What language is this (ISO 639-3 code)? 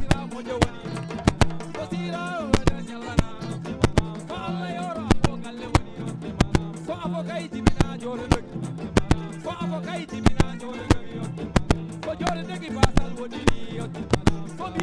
ful